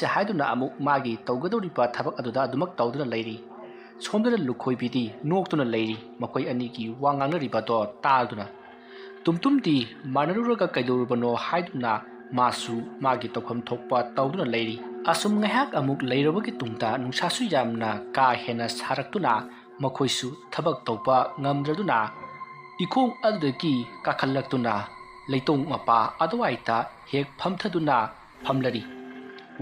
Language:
Manipuri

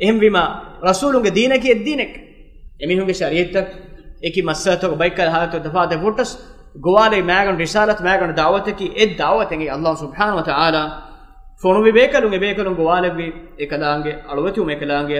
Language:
Divehi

